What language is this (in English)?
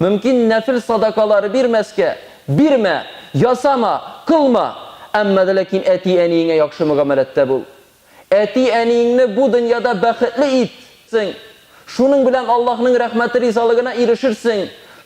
Tatar